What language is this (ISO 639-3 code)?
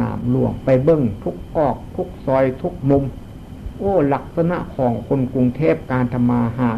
tts